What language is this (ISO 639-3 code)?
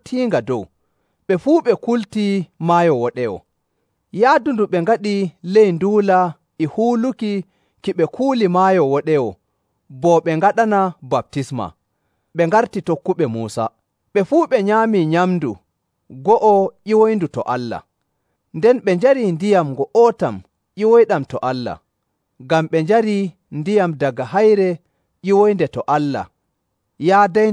fuv